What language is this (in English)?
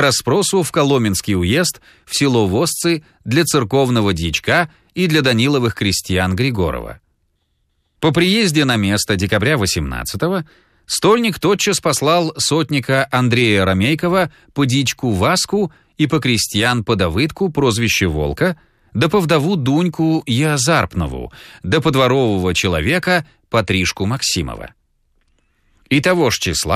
Russian